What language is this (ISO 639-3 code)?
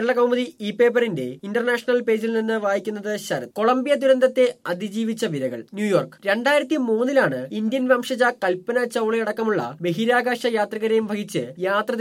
mal